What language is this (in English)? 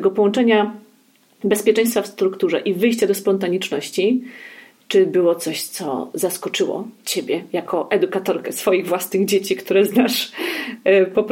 Polish